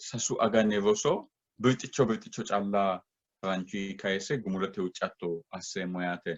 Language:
Sidamo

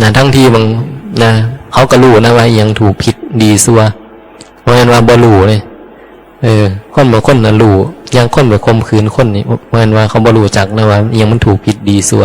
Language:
Northeastern Thai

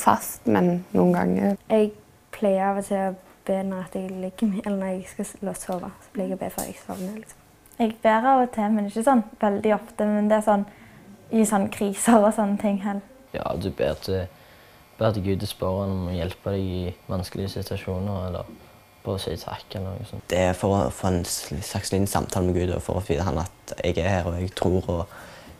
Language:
Norwegian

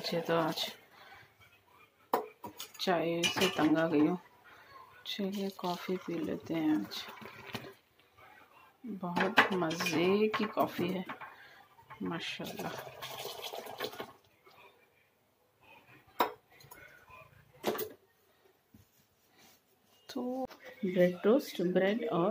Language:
Hindi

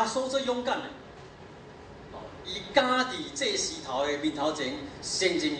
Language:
Min Nan Chinese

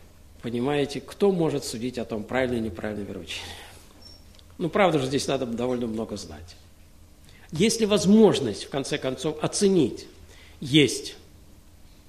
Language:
Russian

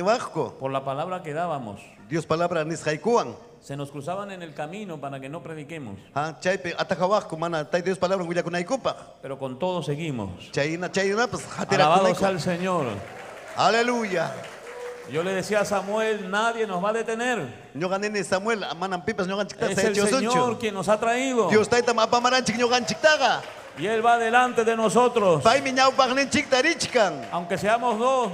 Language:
Ayacucho Quechua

